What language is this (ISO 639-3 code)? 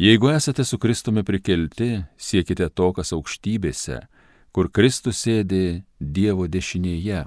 lit